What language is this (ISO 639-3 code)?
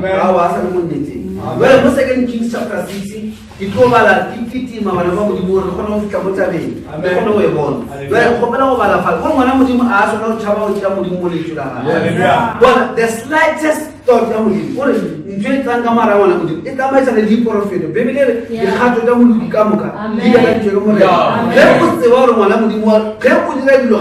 nso